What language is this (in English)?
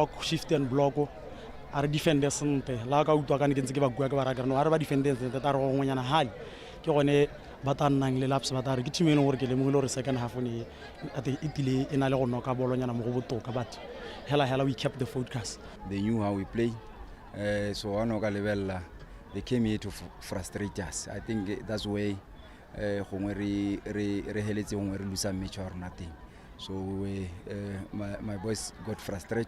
Tswana